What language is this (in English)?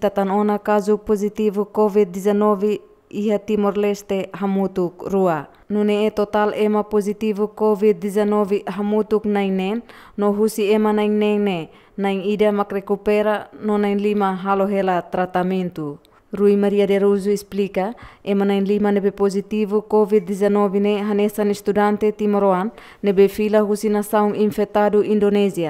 Tetum